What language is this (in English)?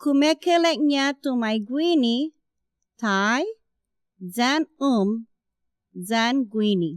Chamorro